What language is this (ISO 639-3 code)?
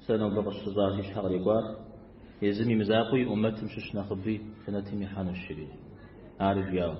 kbd